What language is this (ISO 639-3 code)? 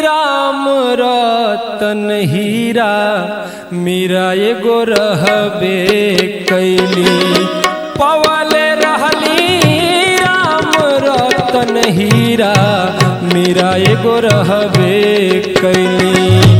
bho